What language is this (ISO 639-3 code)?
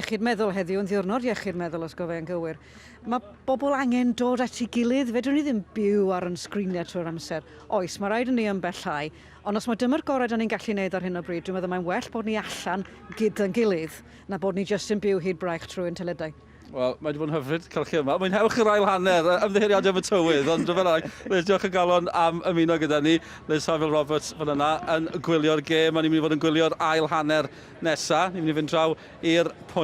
cym